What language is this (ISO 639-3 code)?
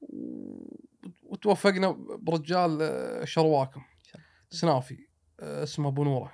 afb